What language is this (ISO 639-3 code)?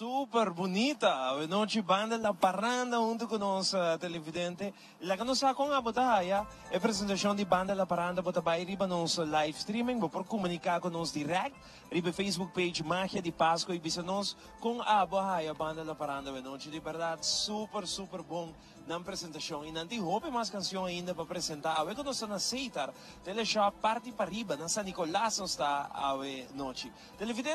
pap